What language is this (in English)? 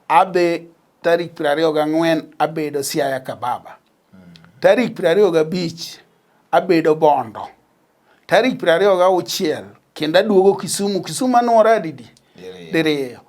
Luo (Kenya and Tanzania)